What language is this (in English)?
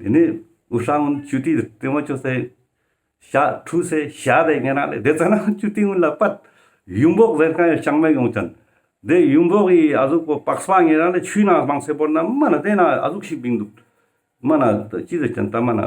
Ladakhi